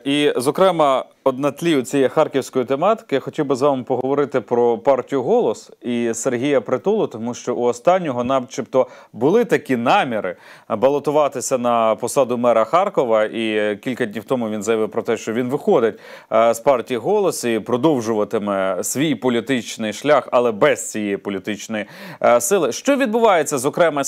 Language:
Ukrainian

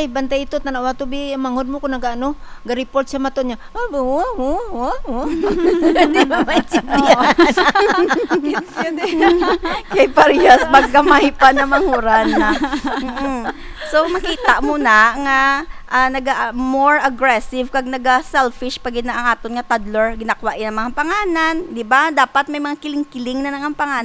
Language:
Hiligaynon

